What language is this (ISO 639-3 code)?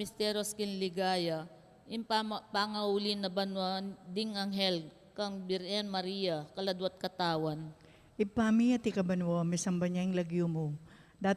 pam